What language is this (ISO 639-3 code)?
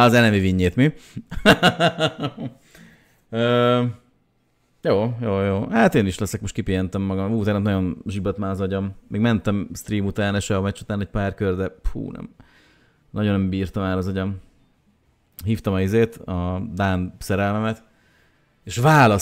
hun